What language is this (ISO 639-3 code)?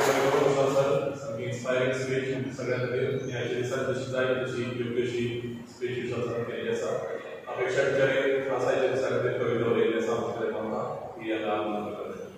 kok